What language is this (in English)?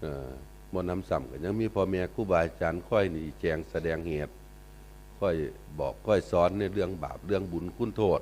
Northeastern Thai